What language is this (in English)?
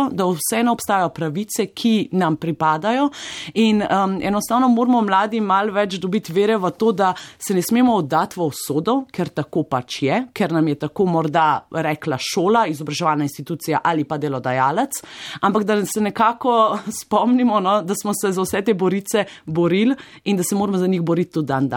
Slovenian